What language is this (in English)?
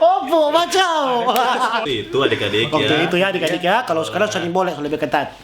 Manado Malay